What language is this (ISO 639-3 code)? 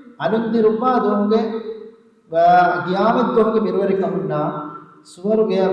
div